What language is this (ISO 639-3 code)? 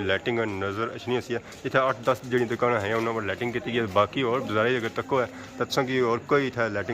phr